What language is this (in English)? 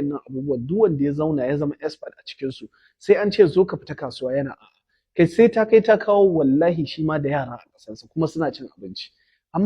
Hausa